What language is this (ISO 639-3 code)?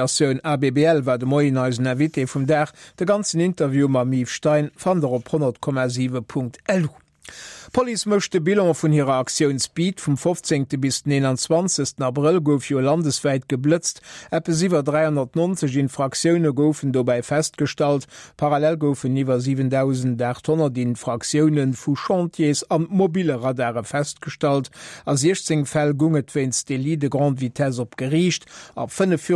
ltz